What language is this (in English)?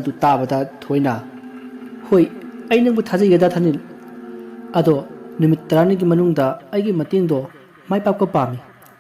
Manipuri